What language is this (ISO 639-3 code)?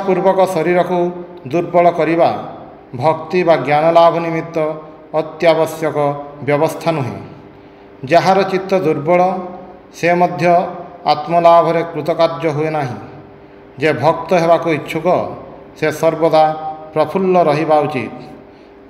ori